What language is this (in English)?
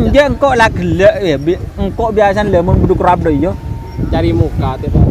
Madurese